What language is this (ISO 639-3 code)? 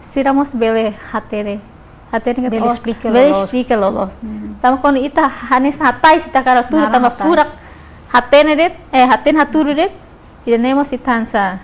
tet